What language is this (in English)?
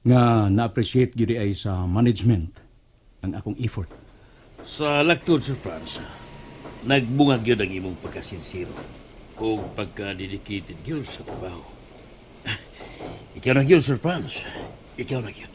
Cebuano